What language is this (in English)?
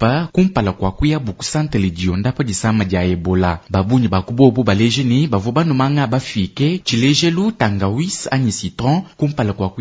Luba-Lulua